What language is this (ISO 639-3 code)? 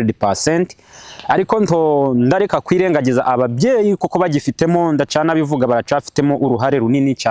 kin